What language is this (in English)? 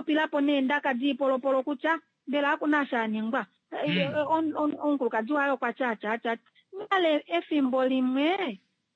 Kuanyama